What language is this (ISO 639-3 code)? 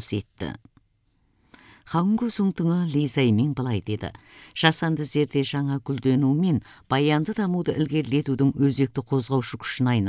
kaz